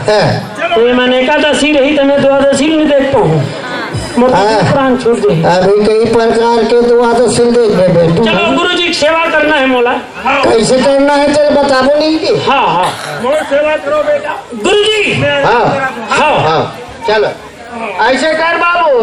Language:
Chhattisgarhi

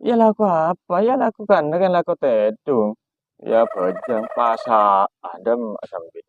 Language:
Madurese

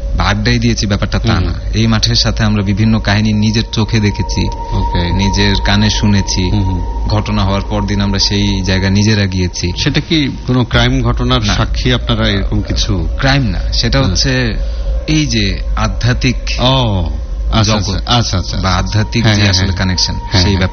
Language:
Bangla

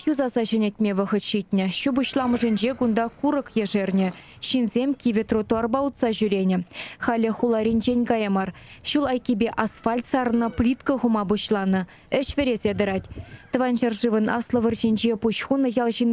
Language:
Chuvash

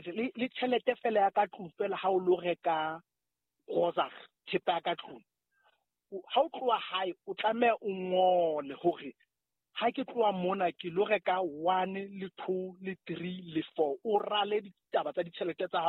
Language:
Southern Sotho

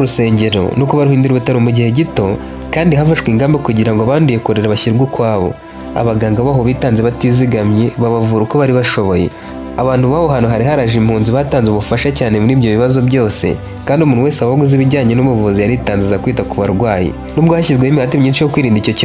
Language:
Kinyarwanda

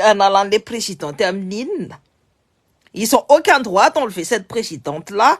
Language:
Malagasy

